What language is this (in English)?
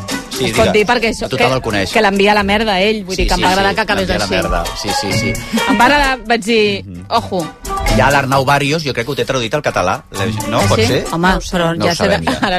Catalan